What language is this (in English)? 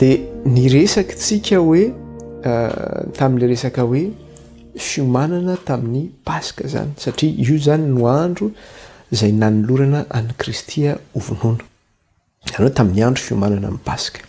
Malagasy